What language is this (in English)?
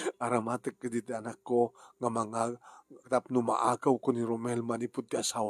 Iloko